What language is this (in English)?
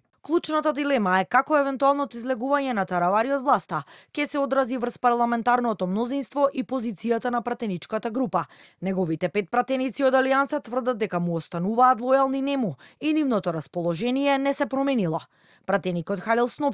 Macedonian